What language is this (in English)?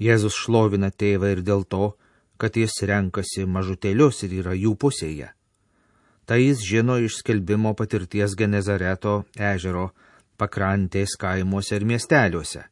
Lithuanian